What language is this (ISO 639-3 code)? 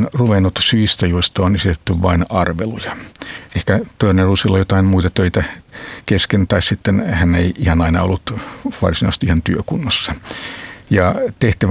fin